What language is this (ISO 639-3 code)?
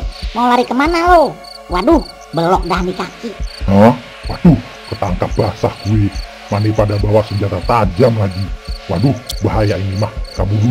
bew